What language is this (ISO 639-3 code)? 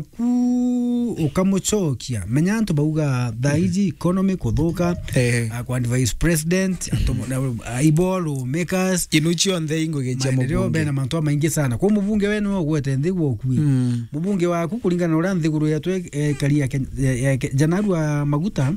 mer